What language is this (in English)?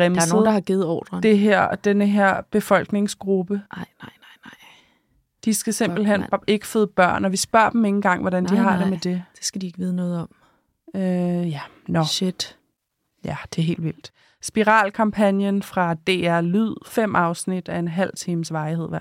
Danish